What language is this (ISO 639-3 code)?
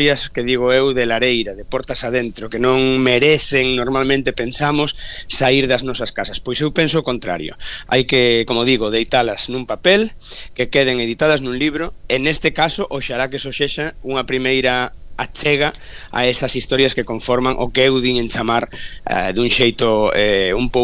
glg